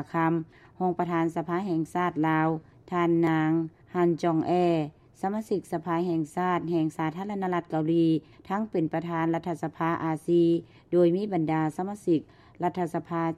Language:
Lao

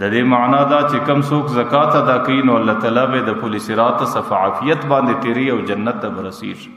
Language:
Pashto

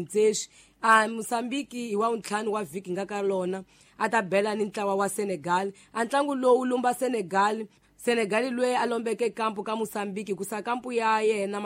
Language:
Tsonga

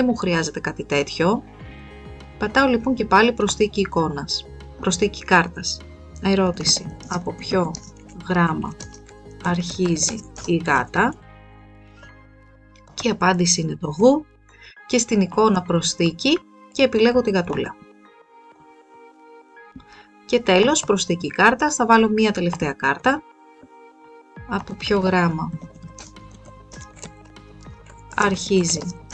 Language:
Greek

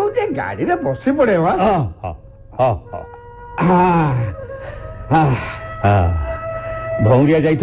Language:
Odia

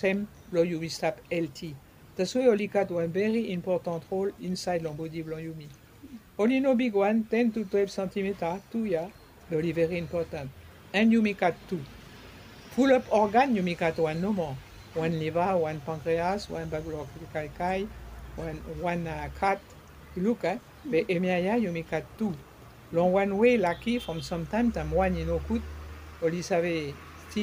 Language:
Bislama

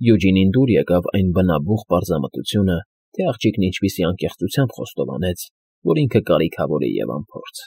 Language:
Armenian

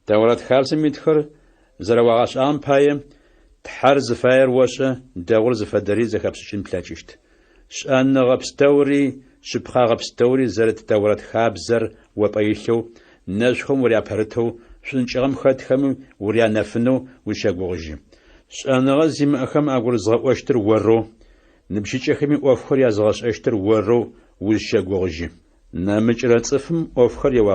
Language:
Adyghe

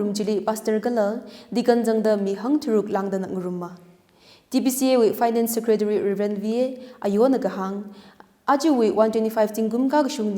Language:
Tangkhul Naga (India)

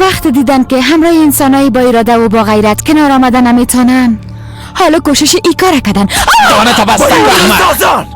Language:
Persian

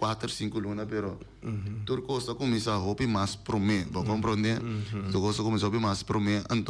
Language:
Papiamento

